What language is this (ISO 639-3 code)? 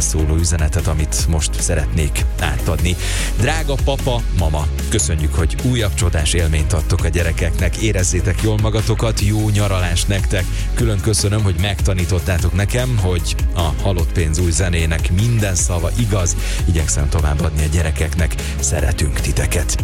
hun